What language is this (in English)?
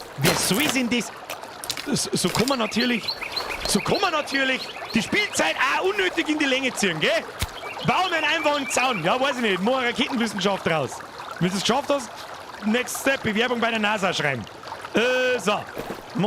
Bavarian